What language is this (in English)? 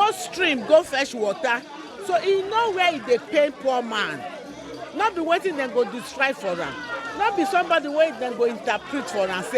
Nigerian Pidgin